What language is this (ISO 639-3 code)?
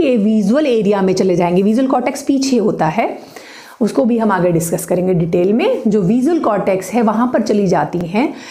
hin